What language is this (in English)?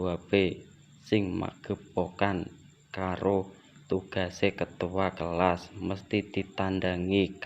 Javanese